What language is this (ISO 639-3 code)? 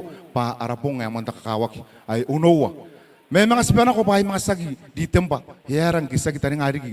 gil